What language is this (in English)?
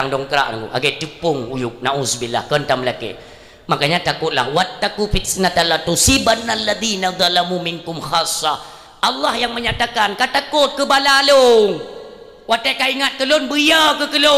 Achinese